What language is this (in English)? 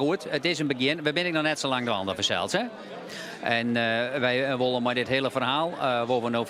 Western Frisian